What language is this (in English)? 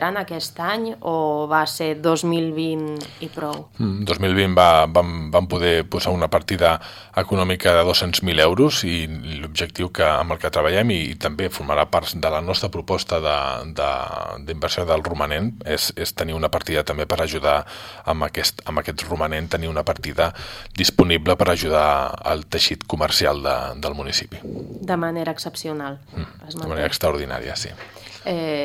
Catalan